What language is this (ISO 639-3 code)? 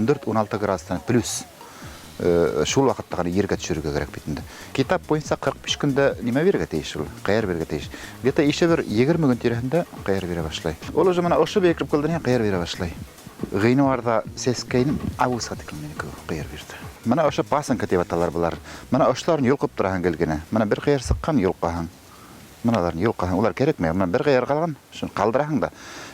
bak